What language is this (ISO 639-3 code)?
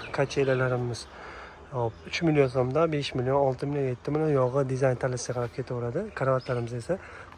uzb